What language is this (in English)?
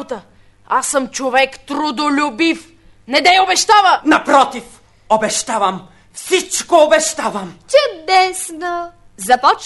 Bulgarian